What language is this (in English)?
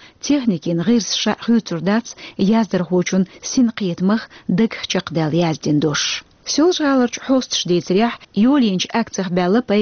Chechen